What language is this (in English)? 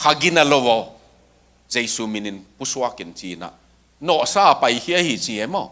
Tedim Chin